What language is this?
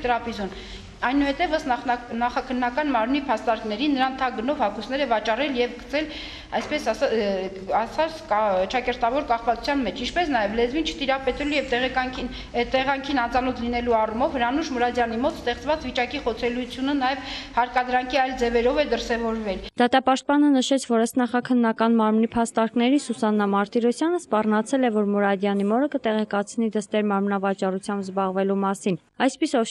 Armenian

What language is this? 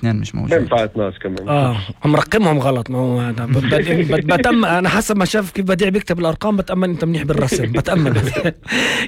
North Levantine Arabic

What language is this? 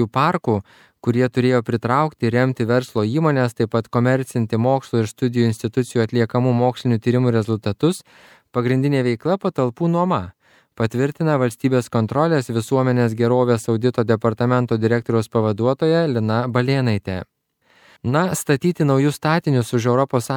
Lithuanian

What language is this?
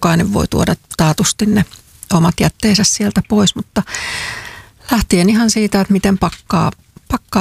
Finnish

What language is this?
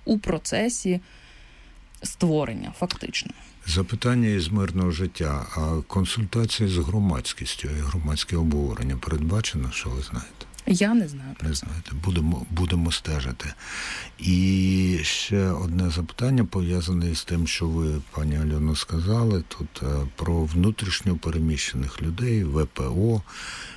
Ukrainian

